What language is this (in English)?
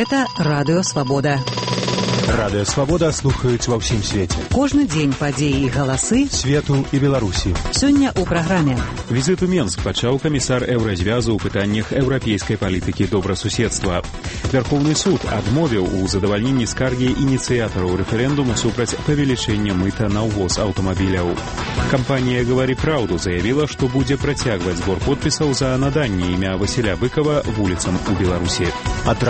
Belarusian